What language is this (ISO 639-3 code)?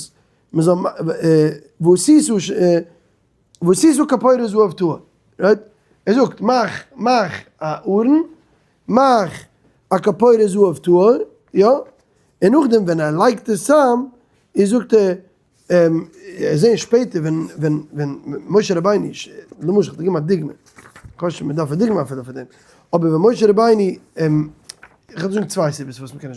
yid